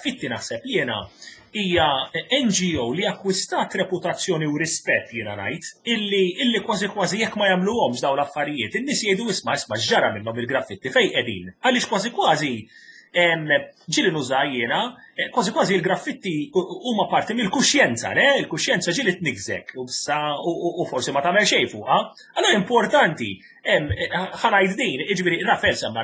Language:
Maltese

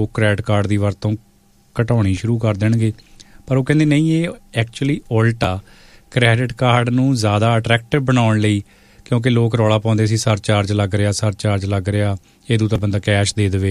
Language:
Punjabi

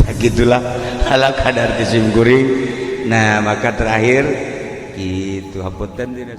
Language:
Sundanese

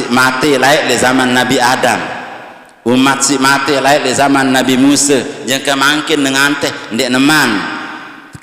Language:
Sasak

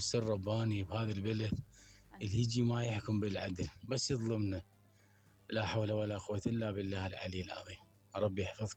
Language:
Mesopotamian Arabic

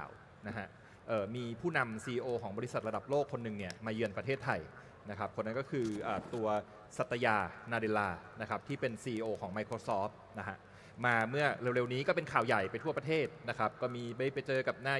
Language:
Thai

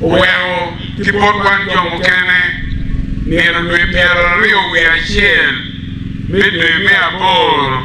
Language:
Acoli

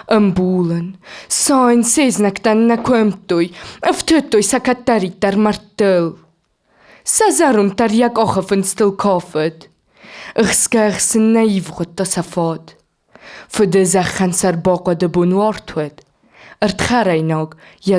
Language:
Ossetic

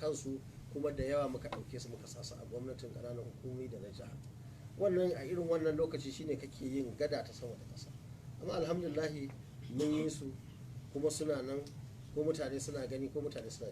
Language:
Hausa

